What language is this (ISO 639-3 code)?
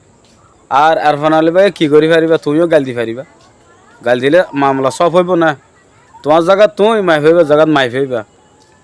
rhg